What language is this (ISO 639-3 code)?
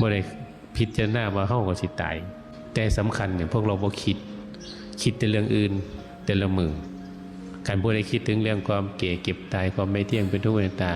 tts